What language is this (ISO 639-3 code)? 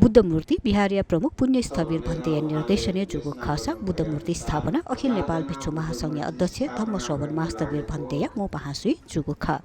new